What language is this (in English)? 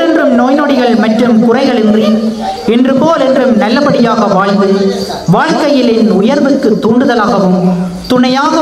Tamil